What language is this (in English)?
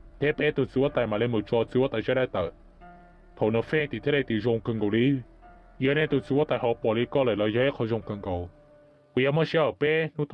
Hmong